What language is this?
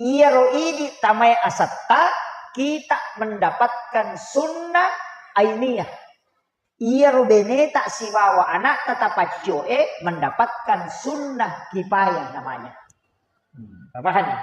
Buginese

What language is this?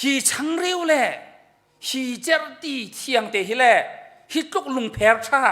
Hakha Chin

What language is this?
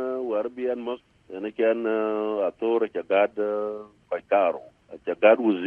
Dinka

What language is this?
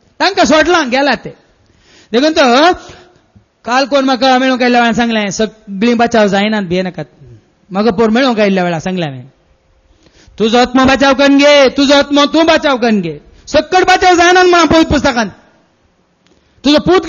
Konkani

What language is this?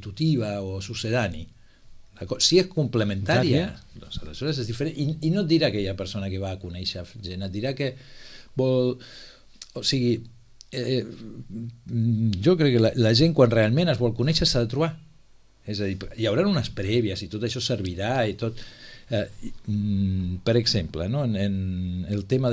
Catalan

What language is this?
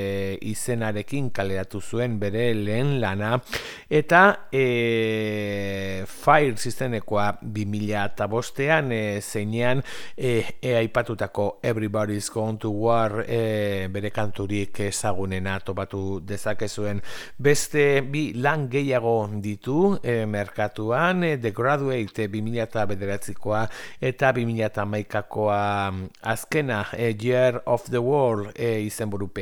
Basque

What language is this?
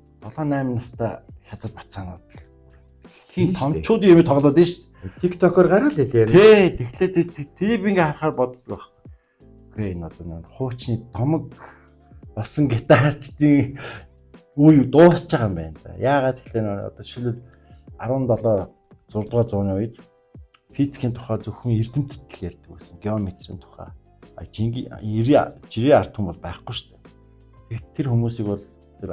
Mongolian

